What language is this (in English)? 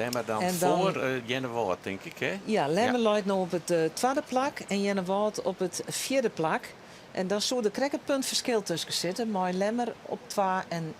Western Frisian